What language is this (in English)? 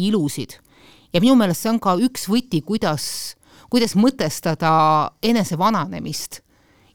Estonian